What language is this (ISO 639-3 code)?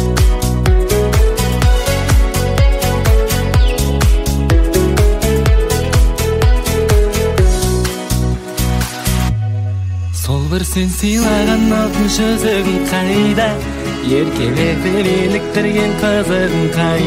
kaz